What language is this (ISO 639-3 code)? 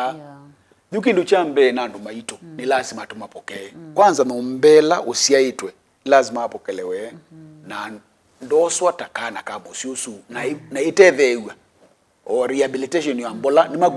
kam